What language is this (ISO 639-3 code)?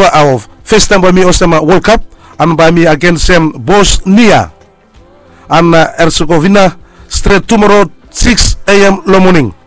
bis